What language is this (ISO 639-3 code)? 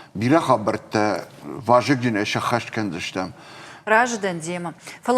oss